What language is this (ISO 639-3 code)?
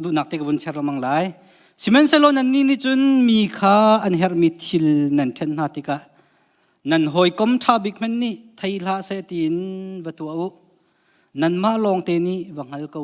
cnh